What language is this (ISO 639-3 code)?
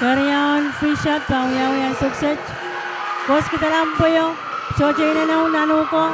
pon